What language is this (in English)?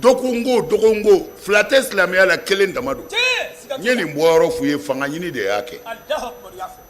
Bambara